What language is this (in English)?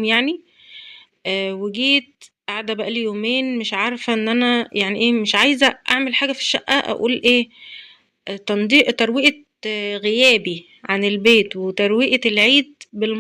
Egyptian Arabic